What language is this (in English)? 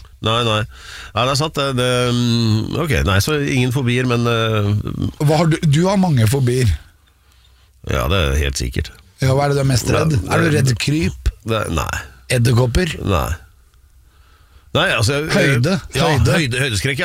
Norwegian